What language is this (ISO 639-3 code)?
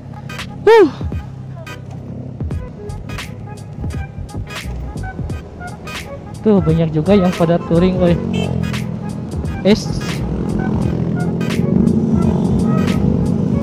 ind